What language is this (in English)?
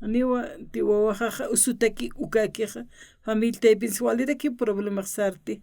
Aymara